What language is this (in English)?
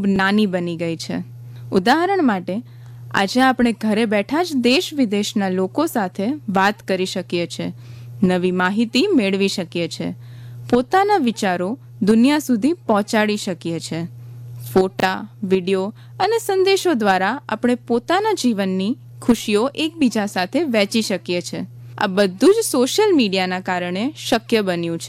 Gujarati